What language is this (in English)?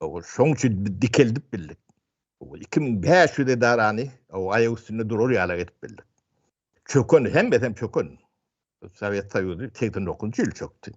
Turkmen